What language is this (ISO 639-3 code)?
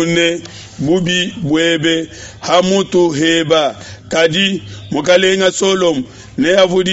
lua